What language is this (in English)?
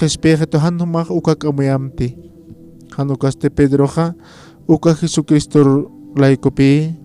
Aymara